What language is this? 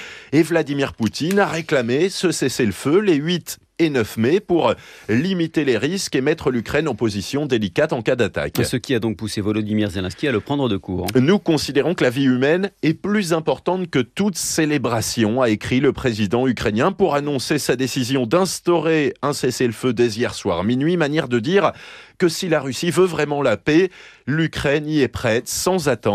French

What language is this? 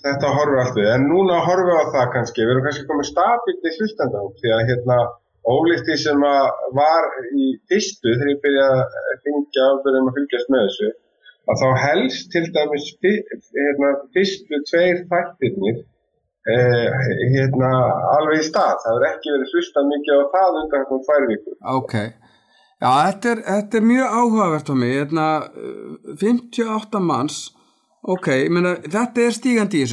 Icelandic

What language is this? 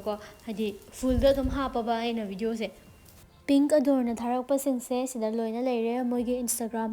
Manipuri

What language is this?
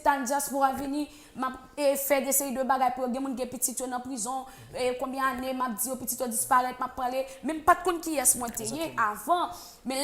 Haitian Creole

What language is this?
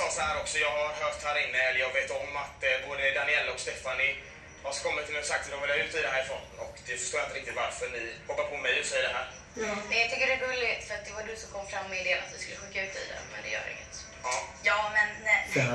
Swedish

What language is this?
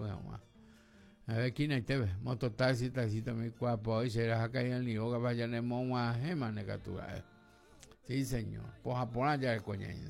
Guarani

